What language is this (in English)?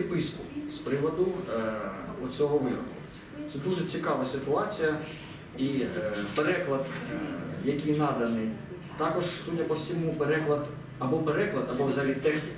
Ukrainian